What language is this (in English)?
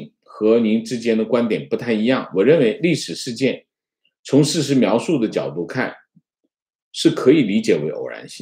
Chinese